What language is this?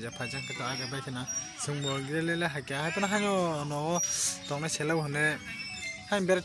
Kok Borok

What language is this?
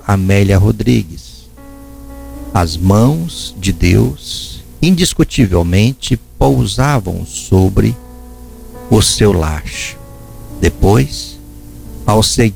Portuguese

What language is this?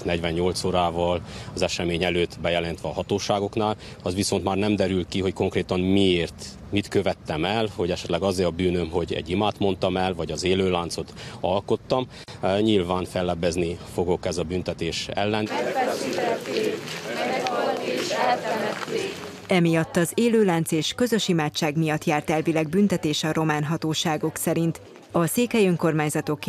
Hungarian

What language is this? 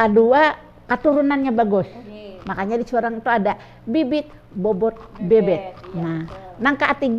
Banjar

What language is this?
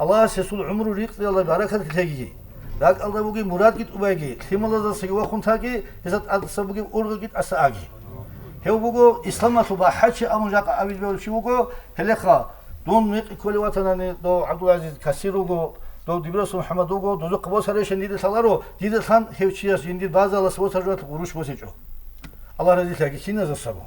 Avaric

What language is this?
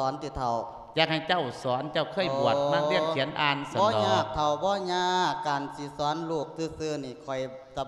Lao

